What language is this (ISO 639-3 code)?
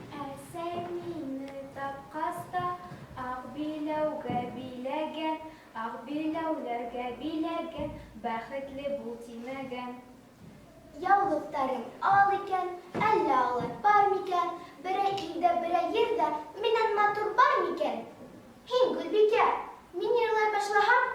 bak